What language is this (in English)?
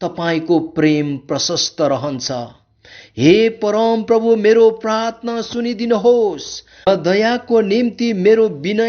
Nepali